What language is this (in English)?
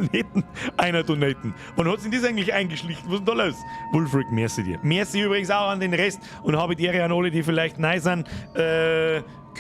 Bavarian